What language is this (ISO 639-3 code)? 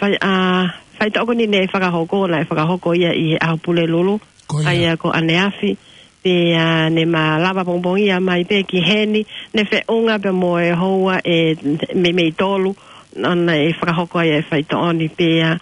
ton